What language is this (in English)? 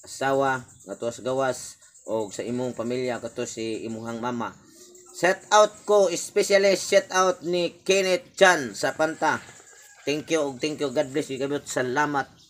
Cebuano